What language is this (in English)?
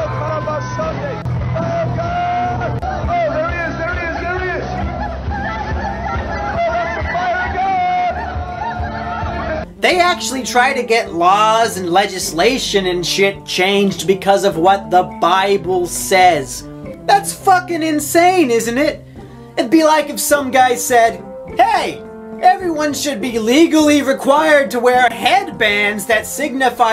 English